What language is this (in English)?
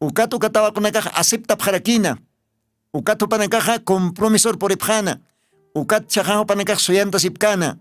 Aymara